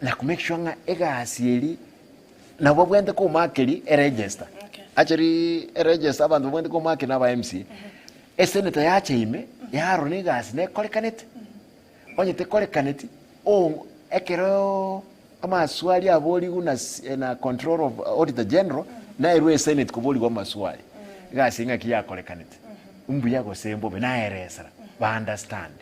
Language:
Gusii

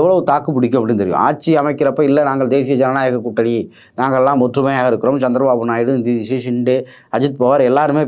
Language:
Tamil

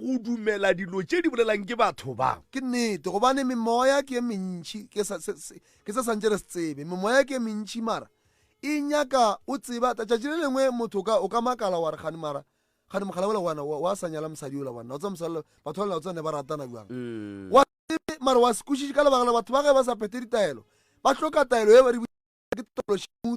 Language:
Northern Sotho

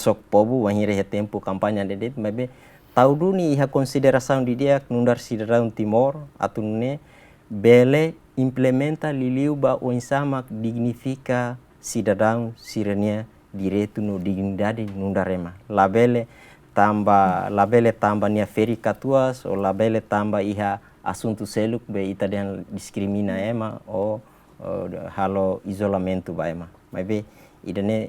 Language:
Tetum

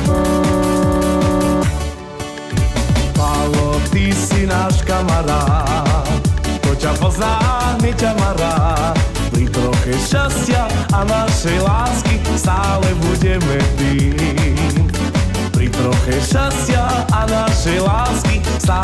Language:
Slovak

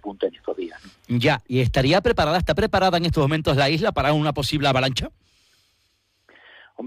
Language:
Spanish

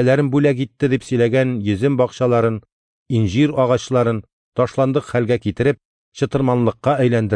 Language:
Tatar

